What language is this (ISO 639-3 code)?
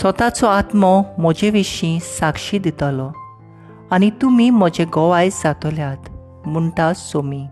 kok